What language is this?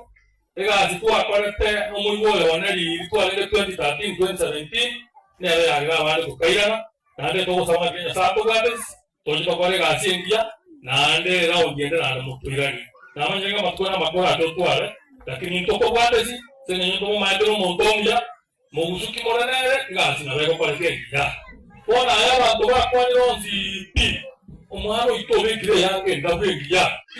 Gusii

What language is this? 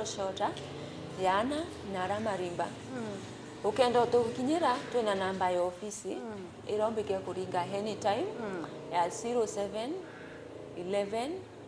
Meru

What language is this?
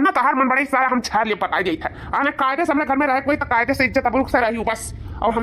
Awadhi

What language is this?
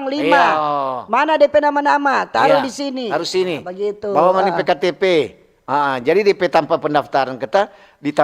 Manado Malay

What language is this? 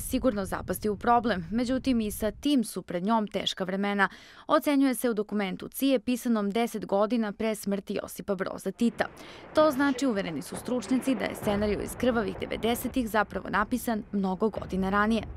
Serbian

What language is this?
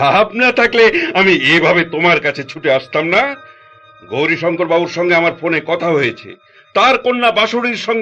Bangla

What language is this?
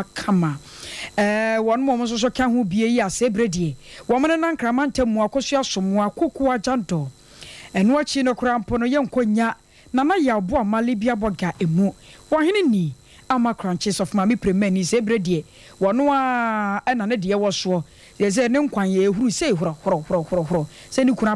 Akan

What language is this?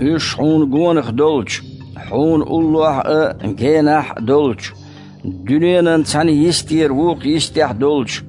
Chechen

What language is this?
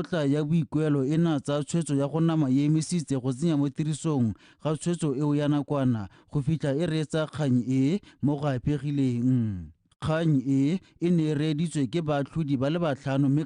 Tswana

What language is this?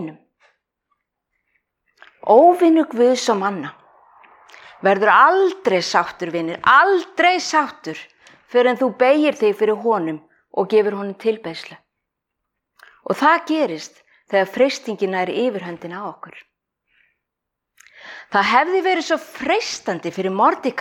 Icelandic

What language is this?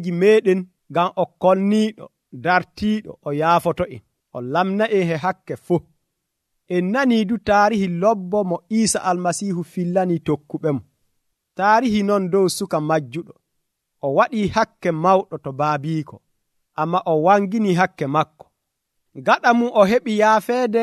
Nigerian Fulfulde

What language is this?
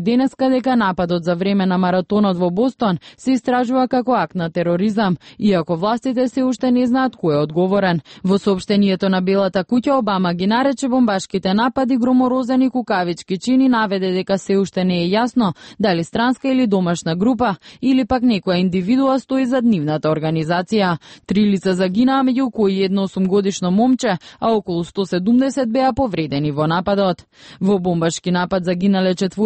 Macedonian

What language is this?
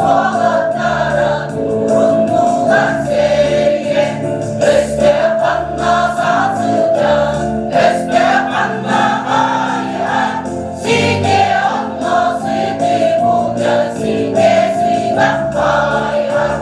Yakut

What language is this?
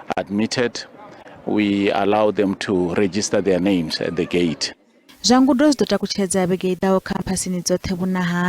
Venda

